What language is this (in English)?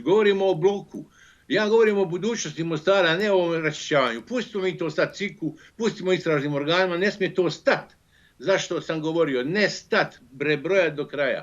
Bosnian